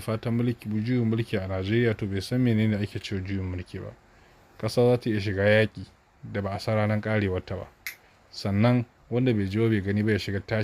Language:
Hausa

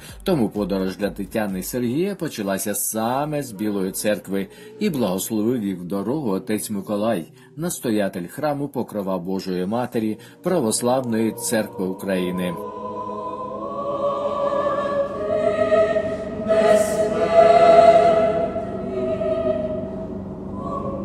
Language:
Ukrainian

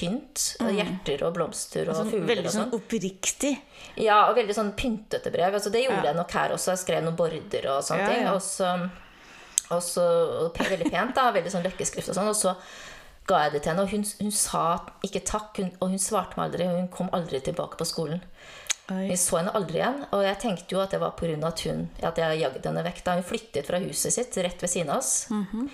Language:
Norwegian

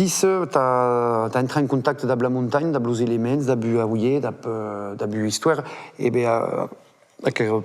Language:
Occitan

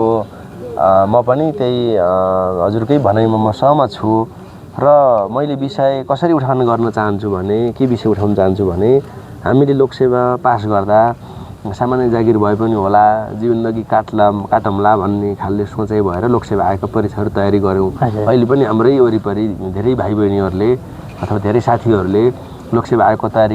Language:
Nepali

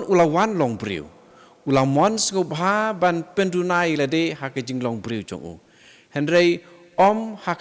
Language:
Khasi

